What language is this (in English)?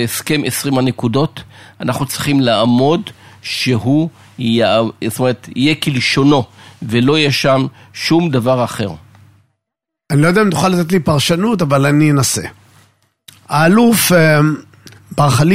Hebrew